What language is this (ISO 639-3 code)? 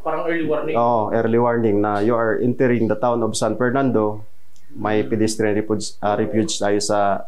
bik